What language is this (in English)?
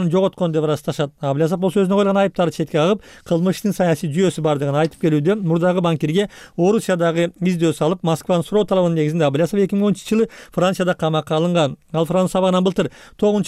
Kyrgyz